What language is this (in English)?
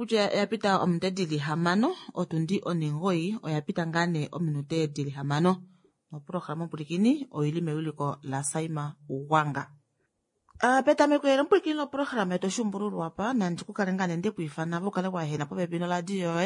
Kuanyama